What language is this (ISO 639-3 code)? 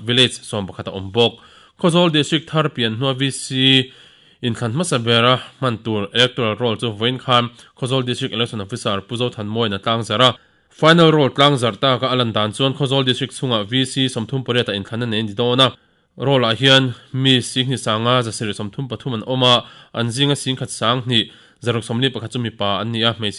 lus